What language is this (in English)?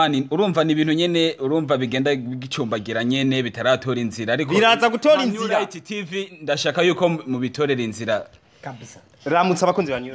Rundi